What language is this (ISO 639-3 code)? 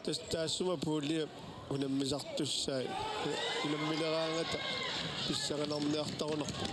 kal